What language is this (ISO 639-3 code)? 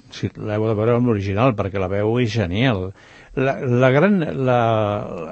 cat